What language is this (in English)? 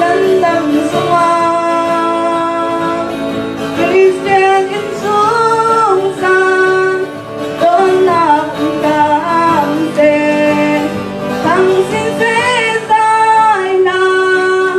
Falam Chin